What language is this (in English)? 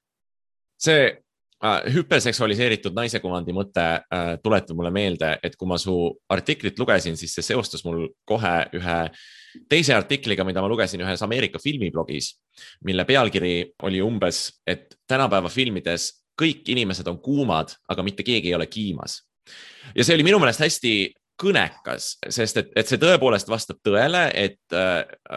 Estonian